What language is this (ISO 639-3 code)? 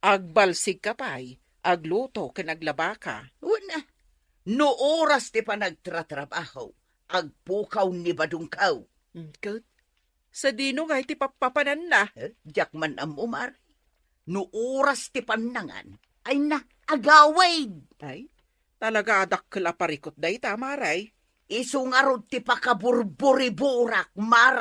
ilo